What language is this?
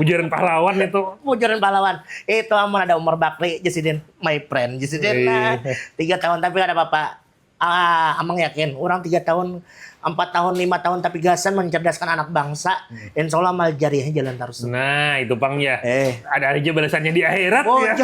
Banjar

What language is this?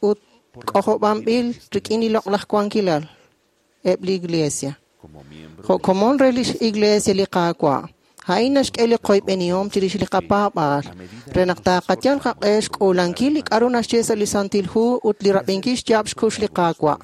Kekchí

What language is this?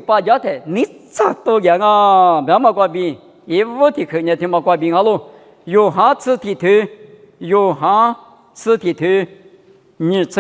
Lisu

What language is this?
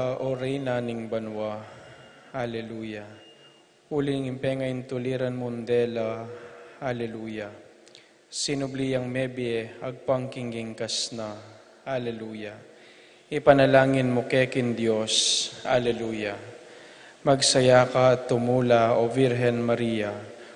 Pampanga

